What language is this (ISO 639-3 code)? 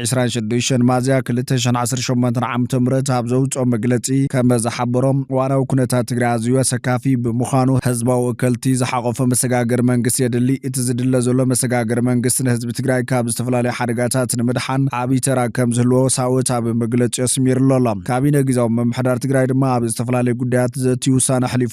tir